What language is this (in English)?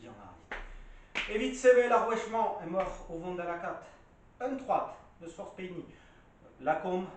Breton